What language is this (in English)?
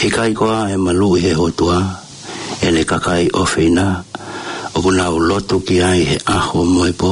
Tongan